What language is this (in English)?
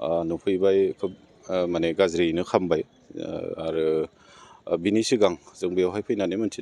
Bodo